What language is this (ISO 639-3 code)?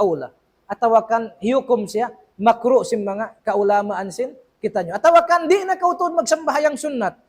tsg